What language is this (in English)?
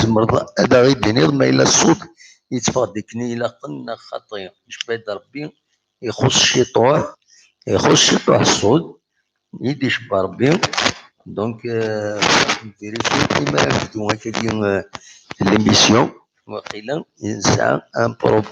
Kabyle